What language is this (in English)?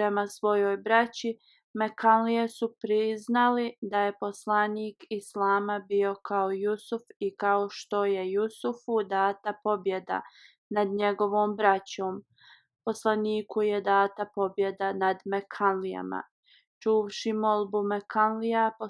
Bosnian